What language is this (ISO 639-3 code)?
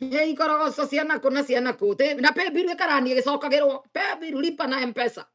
kik